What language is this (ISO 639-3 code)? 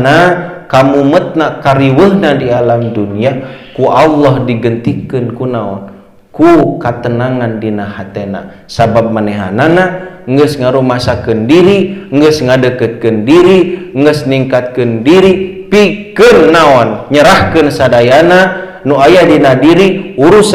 sun